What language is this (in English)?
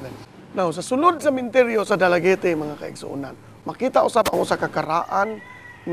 Cebuano